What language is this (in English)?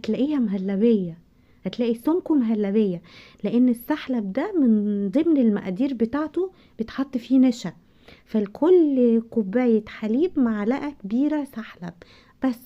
Egyptian Arabic